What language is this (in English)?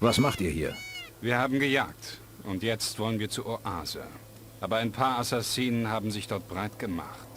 Bavarian